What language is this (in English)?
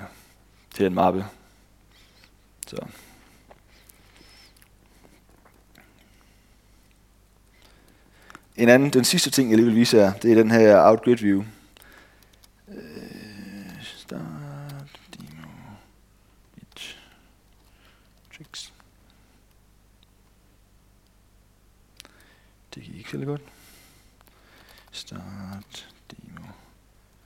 Danish